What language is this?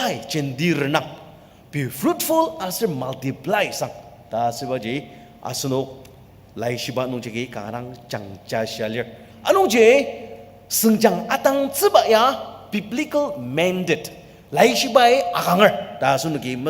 Ao Naga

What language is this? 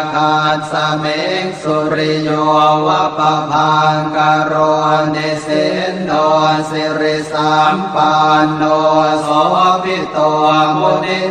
Pali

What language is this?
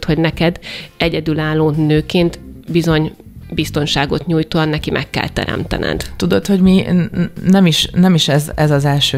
Hungarian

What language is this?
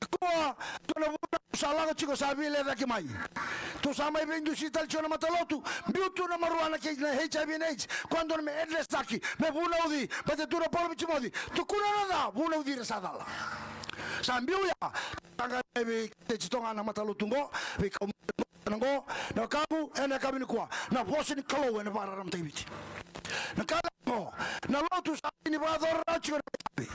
Fijian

